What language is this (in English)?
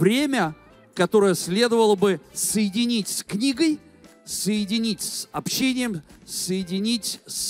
Russian